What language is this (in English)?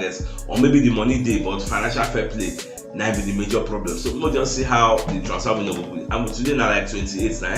Nigerian Pidgin